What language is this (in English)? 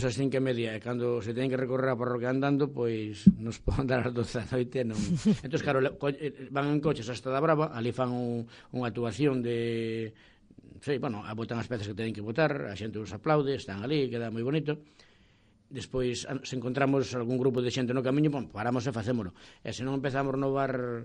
Galician